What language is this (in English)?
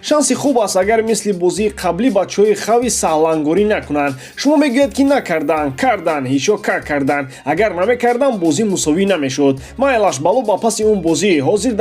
Tajik